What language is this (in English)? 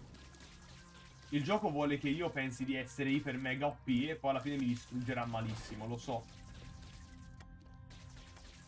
Italian